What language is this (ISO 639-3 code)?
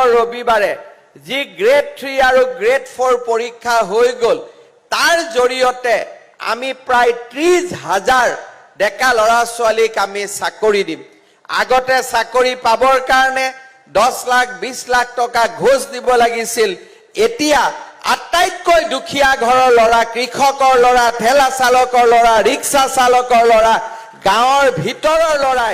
asm